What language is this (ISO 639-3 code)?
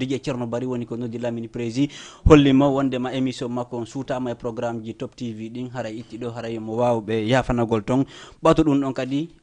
ful